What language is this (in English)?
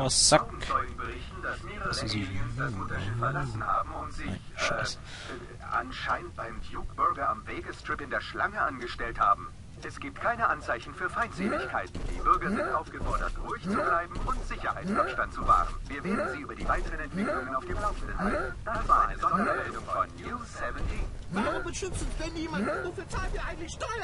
Swiss German